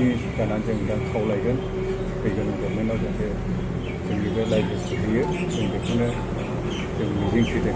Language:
Bodo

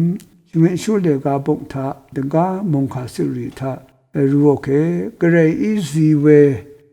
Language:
Rawang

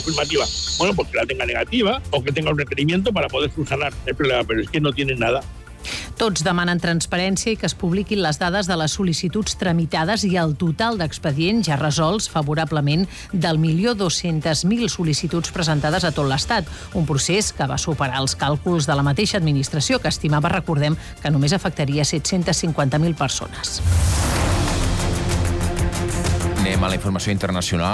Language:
Catalan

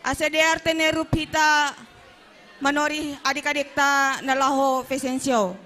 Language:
Batak Simalungun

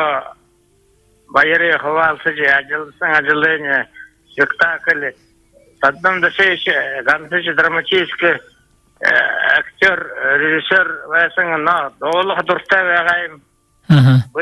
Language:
Buriat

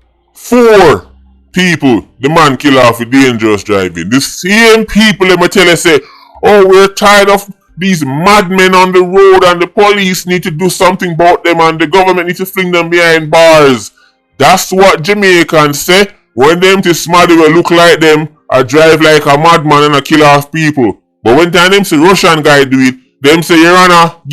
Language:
Jamaican Creole English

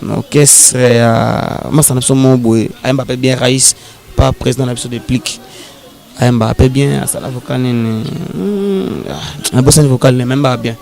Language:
Lingala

